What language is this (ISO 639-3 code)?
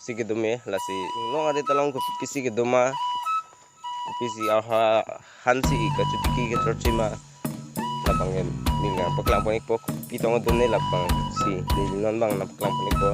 mjw